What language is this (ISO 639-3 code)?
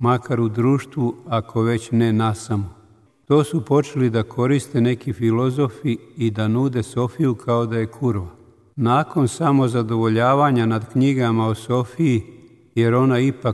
srp